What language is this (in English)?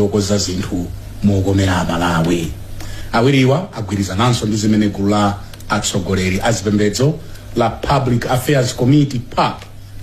Nyanja